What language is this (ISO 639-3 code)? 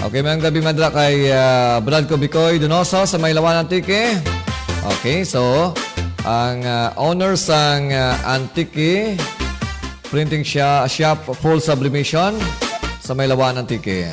hil